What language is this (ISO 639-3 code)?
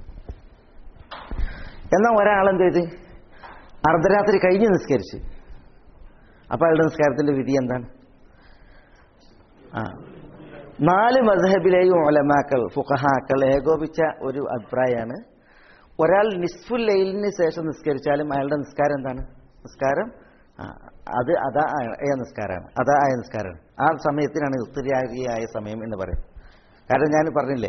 mal